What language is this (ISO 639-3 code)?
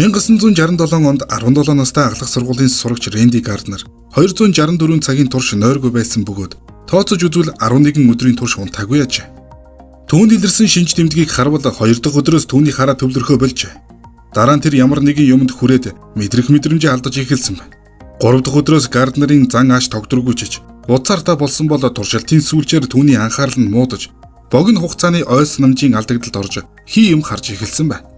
mon